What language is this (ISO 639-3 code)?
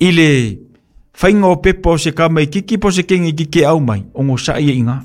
smo